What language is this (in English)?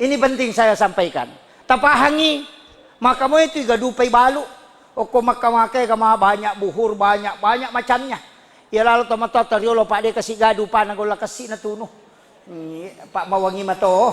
Buginese